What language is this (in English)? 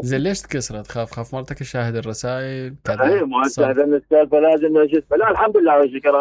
Mesopotamian Arabic